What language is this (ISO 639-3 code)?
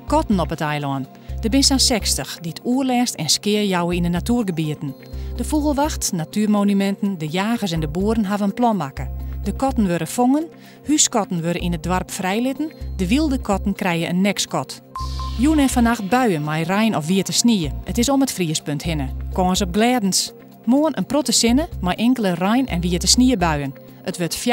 fry